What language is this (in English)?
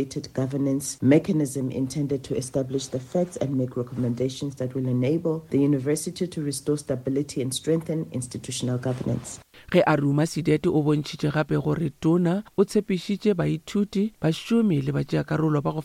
Northern Sotho